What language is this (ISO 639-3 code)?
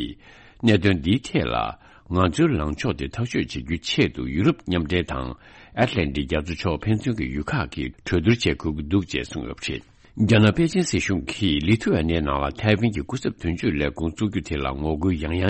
bod